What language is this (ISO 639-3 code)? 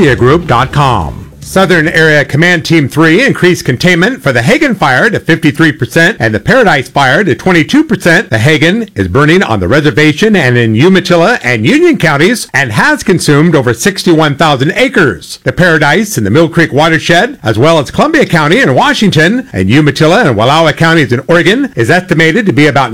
eng